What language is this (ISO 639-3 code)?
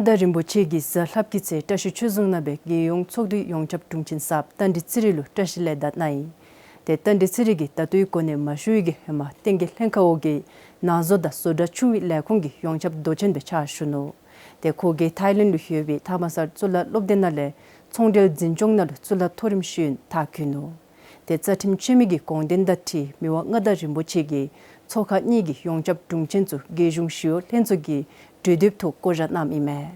dzo